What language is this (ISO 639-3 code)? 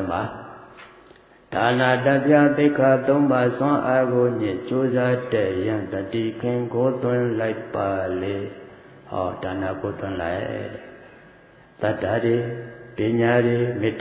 mya